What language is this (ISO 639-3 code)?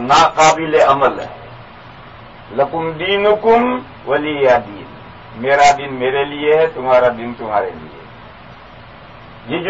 urd